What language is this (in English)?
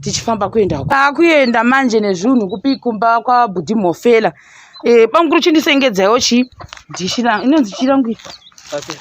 Shona